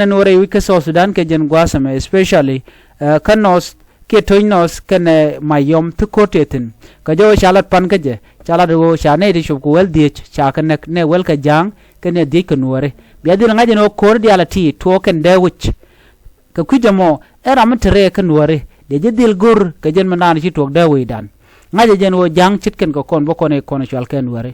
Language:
Nuer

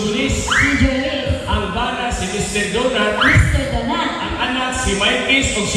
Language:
Cebuano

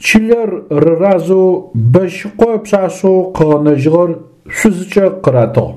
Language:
Adyghe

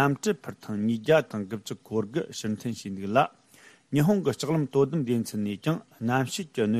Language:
Tibetan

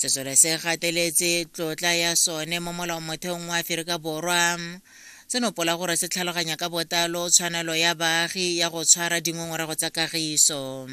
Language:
Tswana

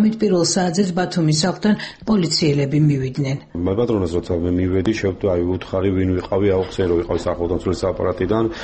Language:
Georgian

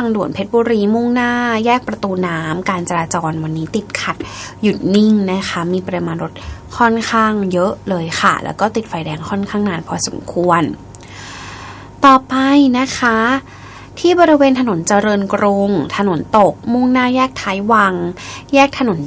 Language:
Thai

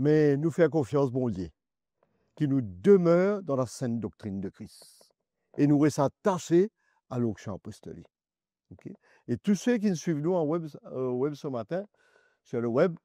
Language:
Morisyen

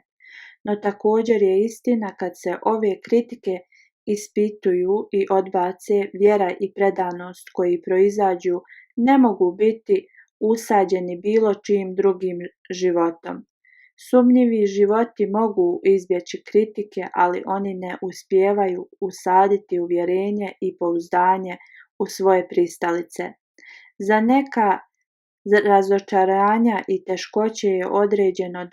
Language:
Bosnian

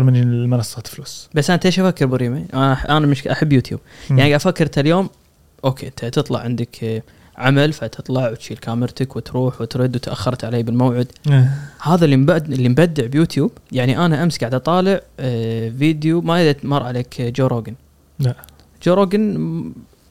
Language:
Gulf Arabic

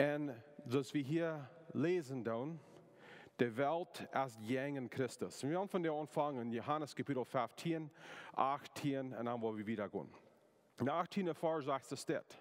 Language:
Plautdietsch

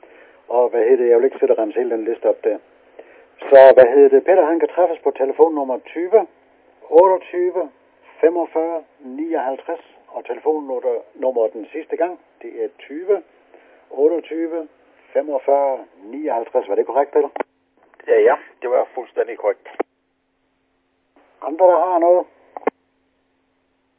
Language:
Danish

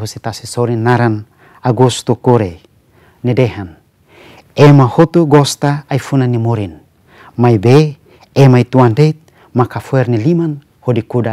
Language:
Tetum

